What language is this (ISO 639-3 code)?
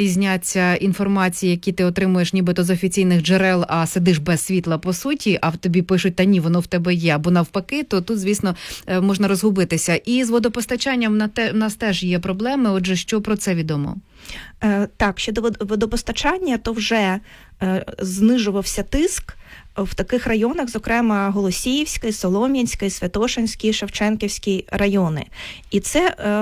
ukr